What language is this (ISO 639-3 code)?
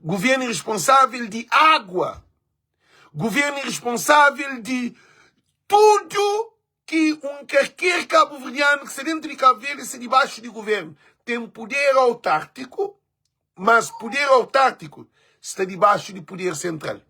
kea